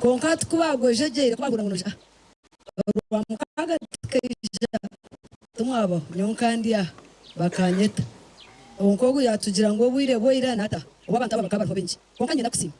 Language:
Nyankole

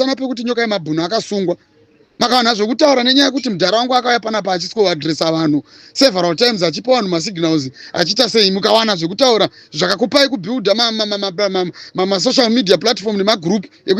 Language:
Shona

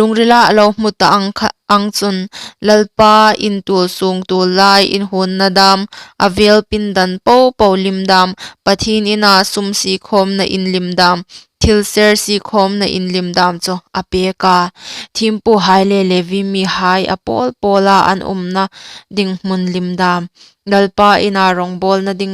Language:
Hmar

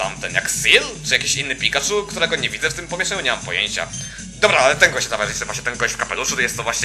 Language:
Polish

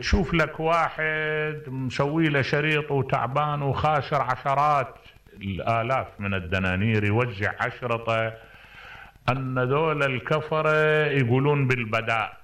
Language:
Mesopotamian Arabic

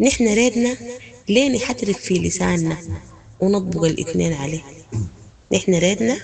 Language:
Sudanese Arabic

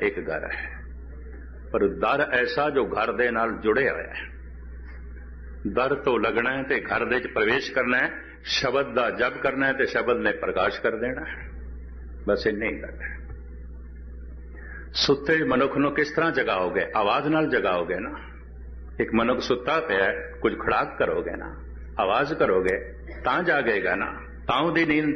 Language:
Punjabi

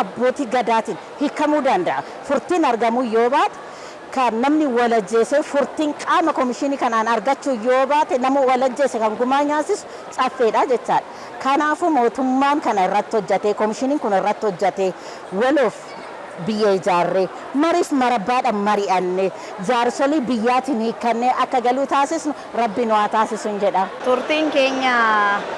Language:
Oromo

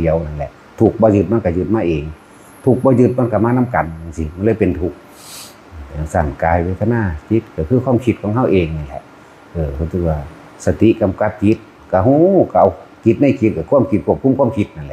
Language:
Northeastern Thai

